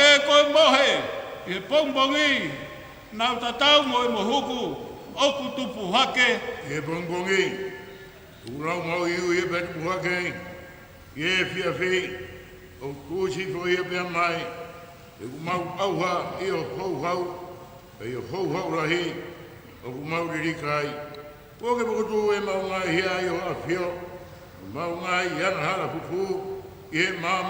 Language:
Tongan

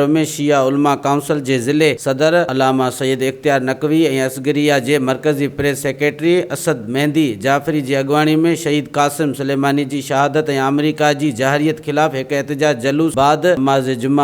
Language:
Sindhi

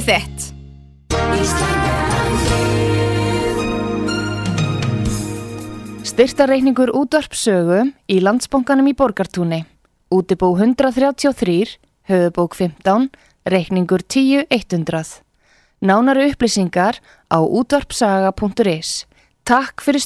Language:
Icelandic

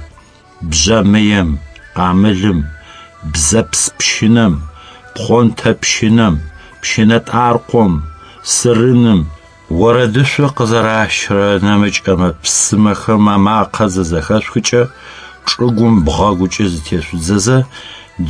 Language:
Adyghe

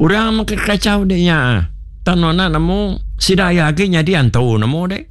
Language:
Iban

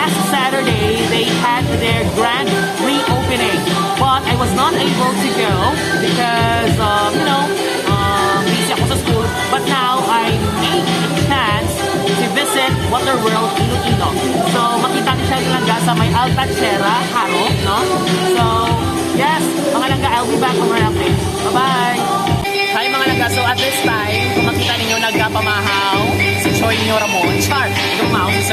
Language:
Hiligaynon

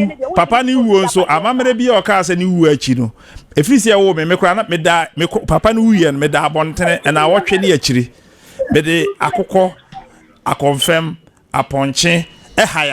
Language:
Akan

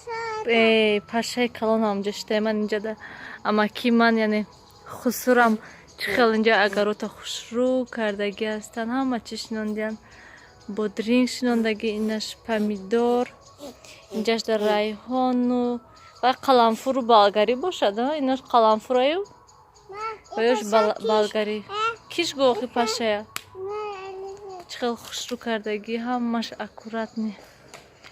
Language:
Tajik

